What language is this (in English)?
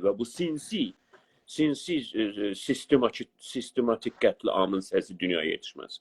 South Azerbaijani